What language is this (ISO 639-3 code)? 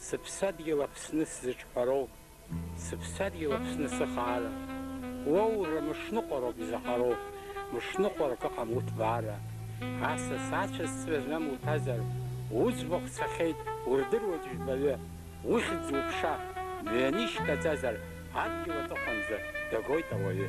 abk